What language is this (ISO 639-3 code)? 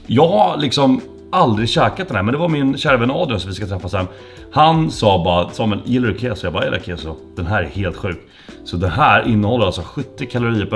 swe